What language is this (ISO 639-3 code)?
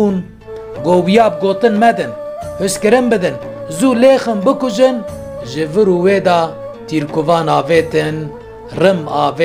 kur